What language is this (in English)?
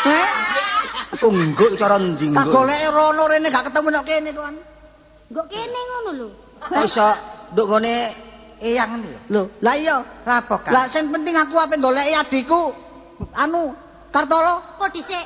Javanese